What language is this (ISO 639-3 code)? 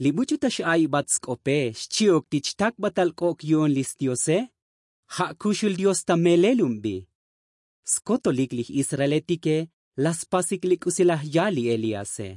tzo